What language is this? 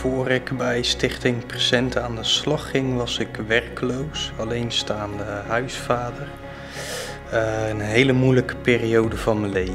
Dutch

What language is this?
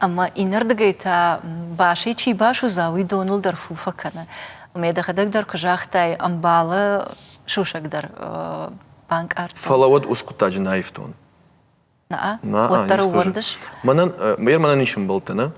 Ossetic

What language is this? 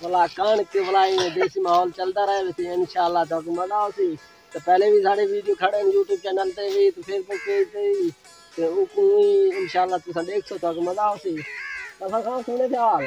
Saraiki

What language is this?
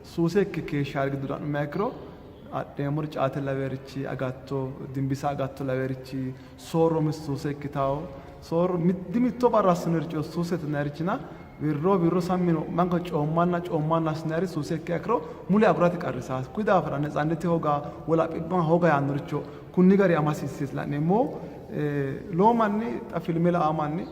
Sidamo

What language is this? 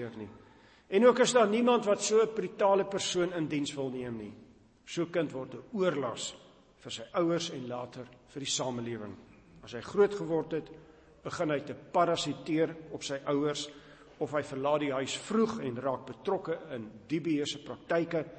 Afrikaans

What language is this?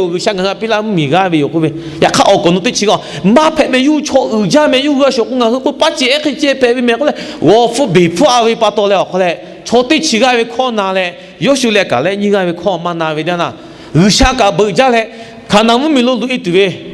Lahu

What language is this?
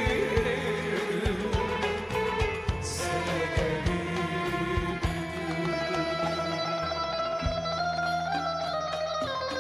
Turkish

